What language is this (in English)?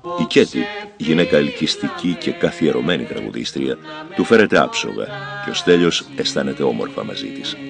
Greek